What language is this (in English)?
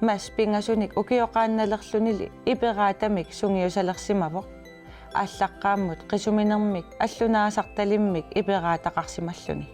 Kalaallisut